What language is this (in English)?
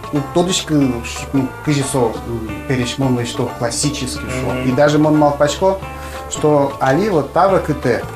Udmurt